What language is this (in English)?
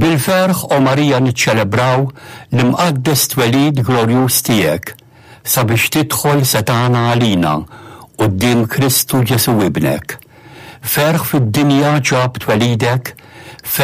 Maltese